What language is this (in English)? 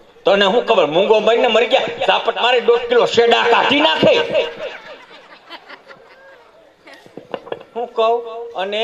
Gujarati